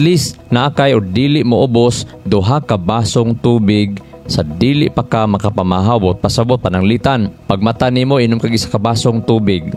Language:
Cebuano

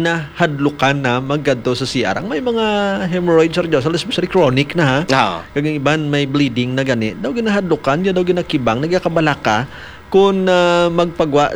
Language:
Hiligaynon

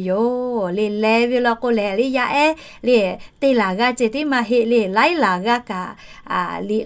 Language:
Lahu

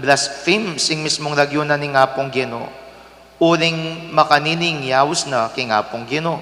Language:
Pampanga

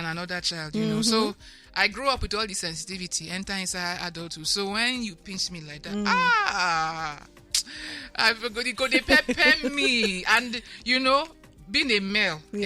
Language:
Nigerian Pidgin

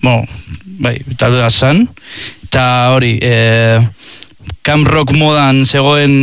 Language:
Basque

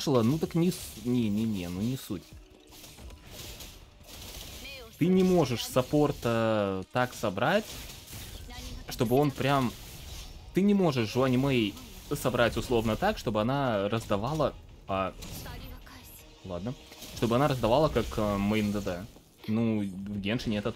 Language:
Russian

